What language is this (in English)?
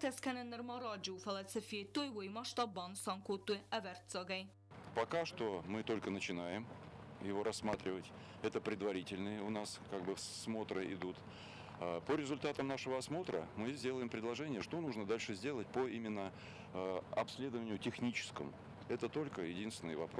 Ossetic